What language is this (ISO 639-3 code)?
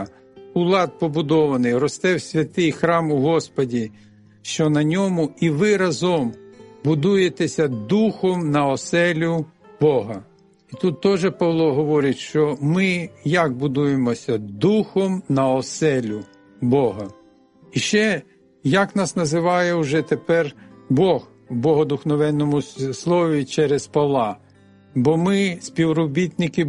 ukr